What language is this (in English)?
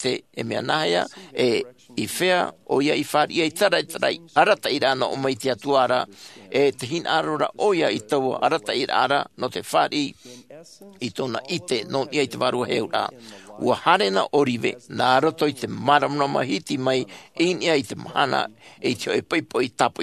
Tahitian